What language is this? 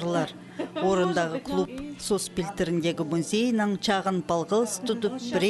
Khakas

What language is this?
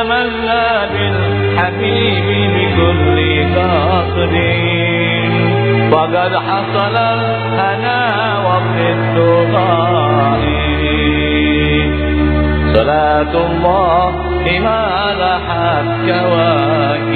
Arabic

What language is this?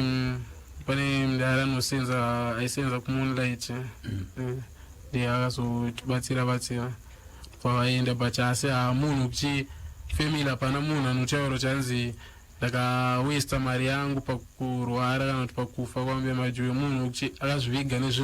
Shona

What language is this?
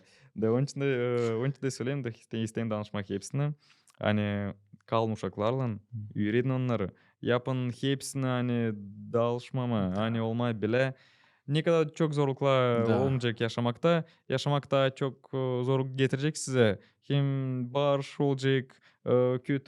Gagauz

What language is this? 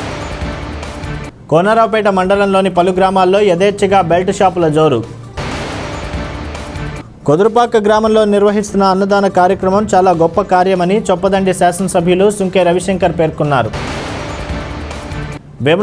Telugu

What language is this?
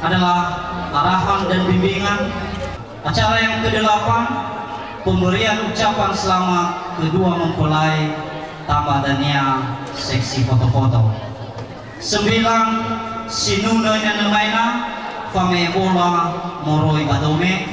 Nias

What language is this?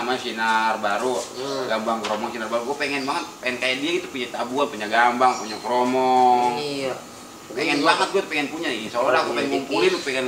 Betawi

